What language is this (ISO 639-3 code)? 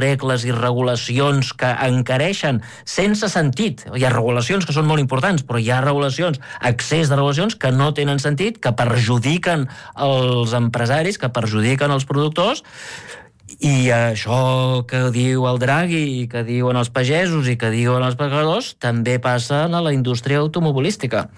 cat